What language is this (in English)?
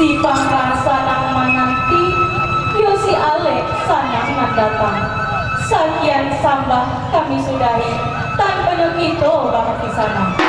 Minangkabau